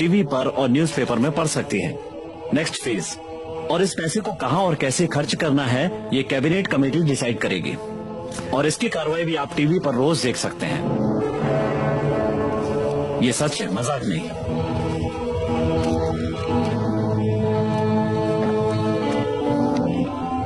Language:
Hindi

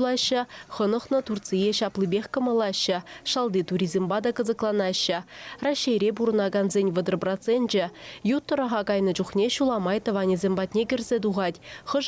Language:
Chuvash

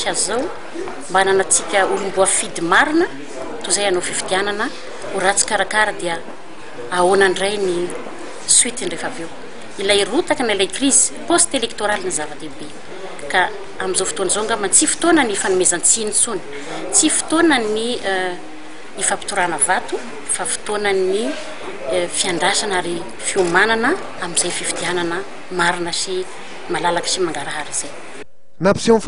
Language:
Malagasy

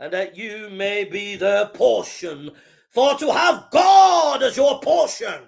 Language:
English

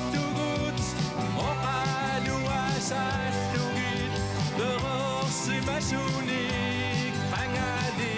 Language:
Kalaallisut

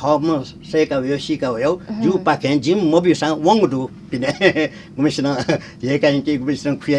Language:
Newari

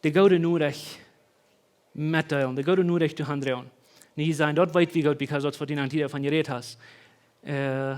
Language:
Plautdietsch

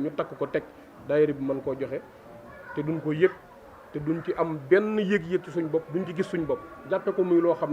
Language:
Wolof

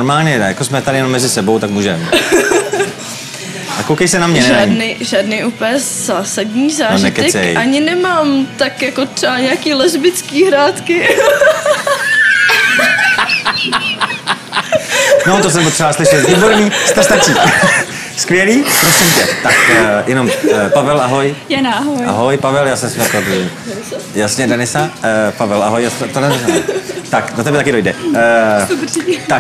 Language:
Czech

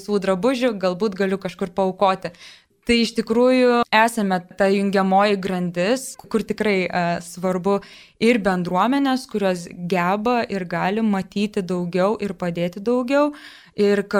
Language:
Lithuanian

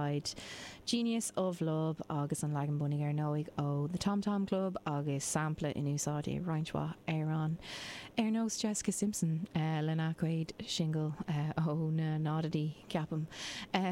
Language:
Irish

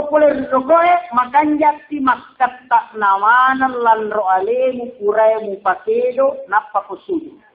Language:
Buginese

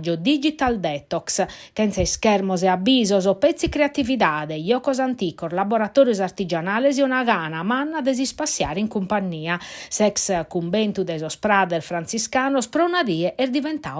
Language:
Sardinian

